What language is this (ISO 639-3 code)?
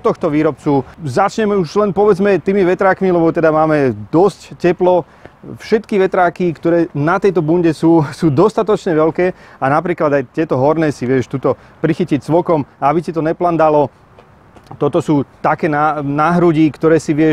slk